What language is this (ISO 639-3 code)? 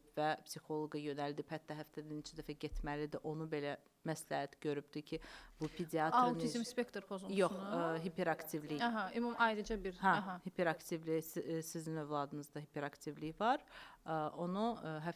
aze